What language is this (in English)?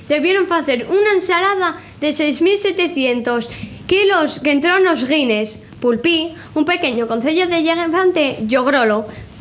Asturian